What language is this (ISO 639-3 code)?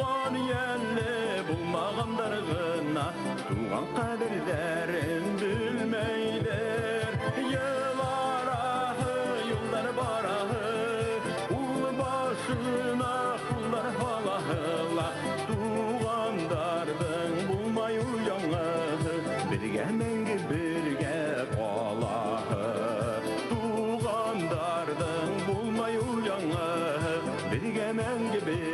bak